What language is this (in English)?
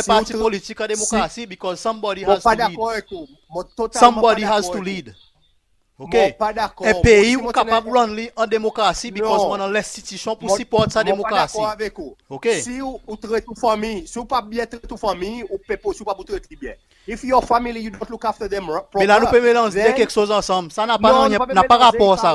Seselwa Creole French